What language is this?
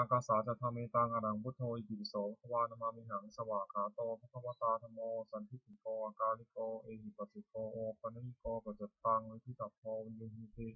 Pali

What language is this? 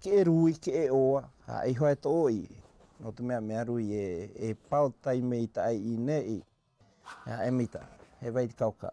South Marquesan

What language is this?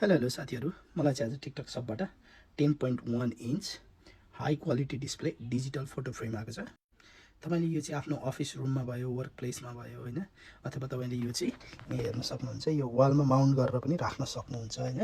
Nepali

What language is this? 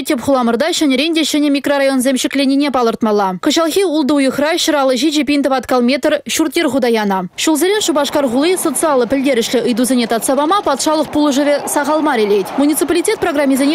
Chuvash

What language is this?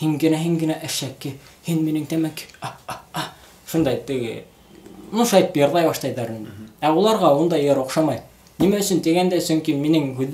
Bashkir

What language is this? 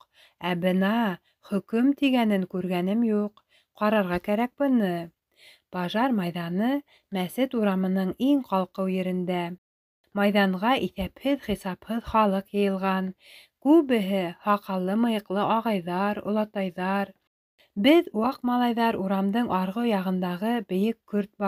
Bashkir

